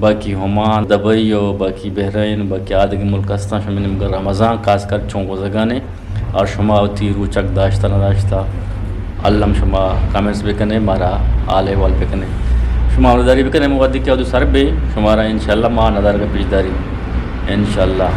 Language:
Eastern Balochi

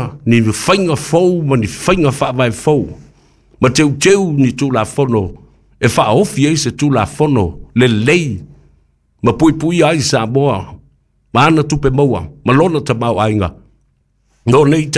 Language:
Samoan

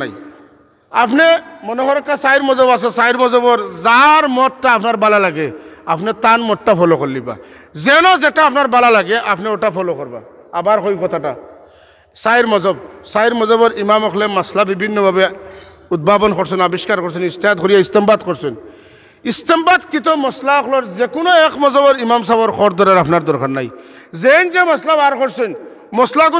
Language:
Sylheti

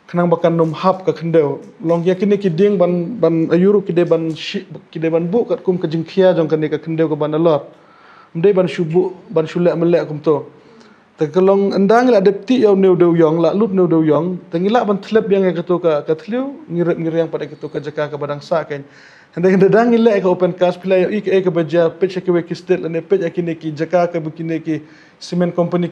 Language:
Khasi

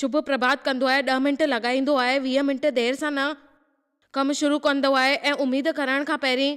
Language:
Sindhi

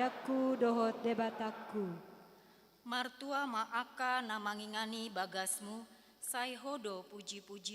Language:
Batak Toba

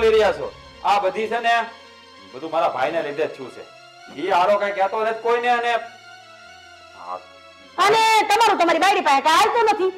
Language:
Gujarati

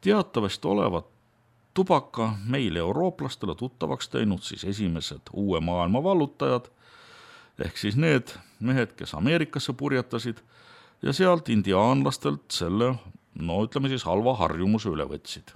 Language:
Estonian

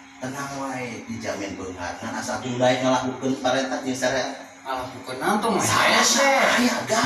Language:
Sundanese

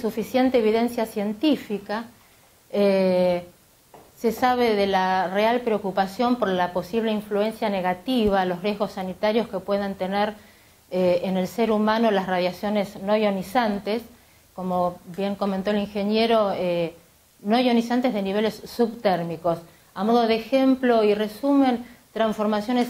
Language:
Spanish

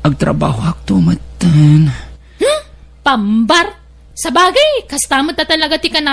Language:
Iloko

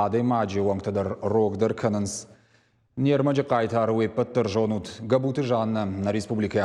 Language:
Ossetic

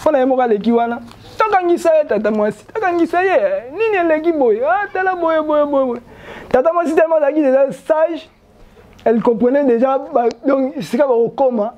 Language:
Lingala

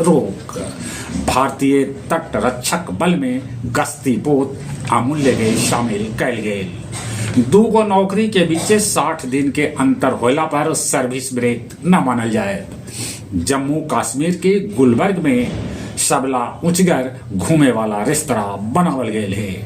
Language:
Magahi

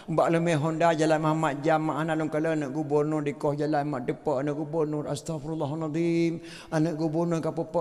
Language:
Achinese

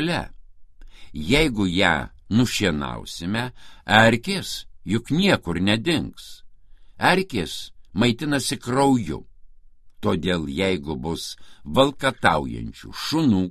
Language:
Lithuanian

